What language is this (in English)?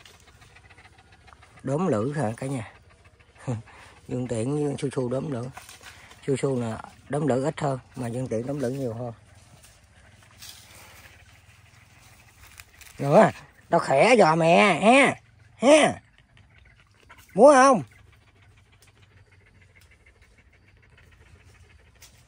Vietnamese